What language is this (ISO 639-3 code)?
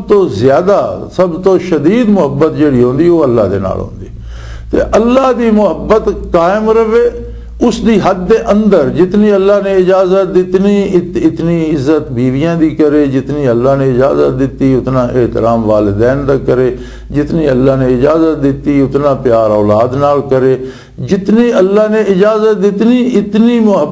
lah